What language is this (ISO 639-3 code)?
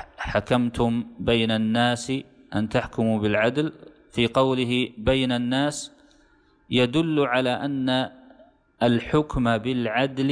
ara